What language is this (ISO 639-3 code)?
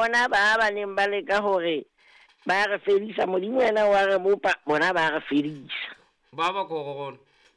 sot